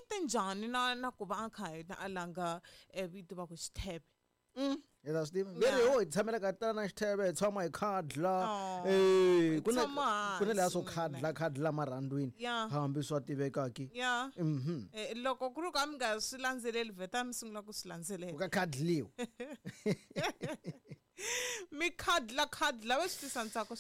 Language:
Tsonga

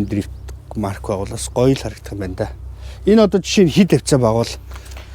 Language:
Mongolian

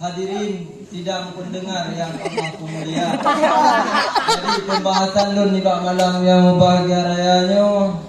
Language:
Achinese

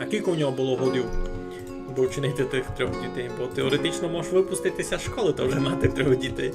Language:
Rusyn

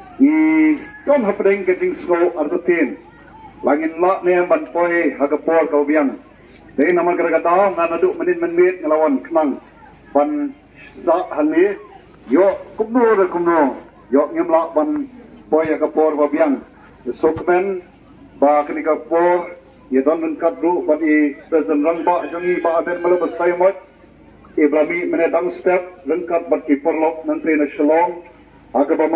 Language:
Khasi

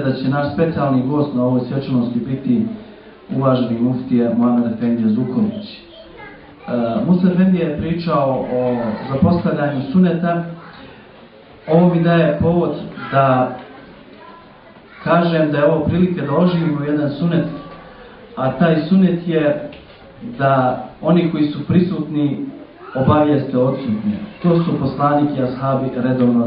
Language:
Bosnian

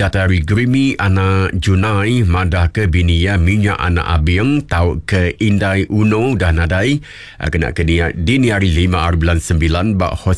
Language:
Iban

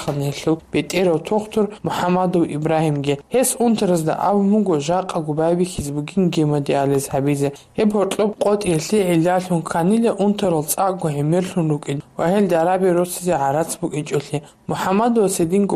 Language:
Avaric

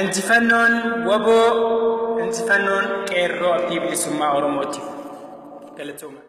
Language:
Oromo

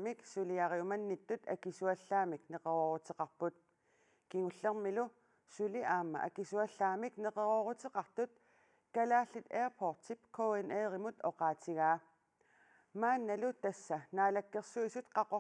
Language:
Kalaallisut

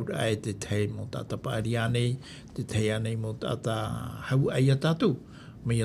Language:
Tahitian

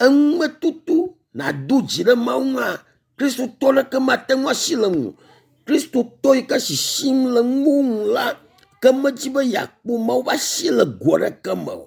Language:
Ewe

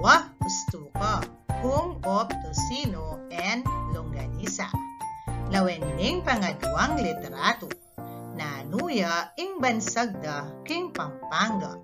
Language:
Pampanga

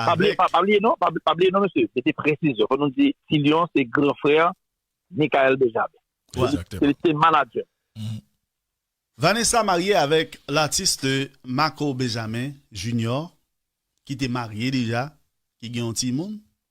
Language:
Haitian Creole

